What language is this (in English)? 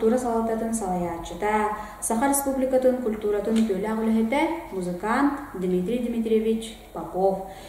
Yakut